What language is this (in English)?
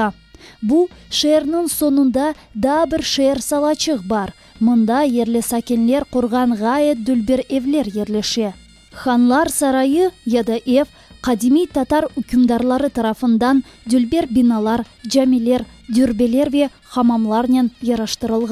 Crimean Tatar